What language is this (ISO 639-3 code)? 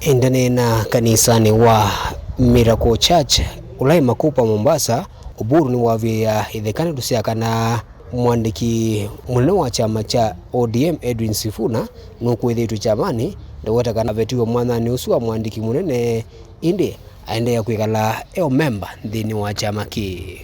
kam